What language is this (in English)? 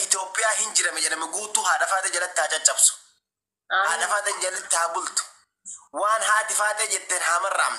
Oromo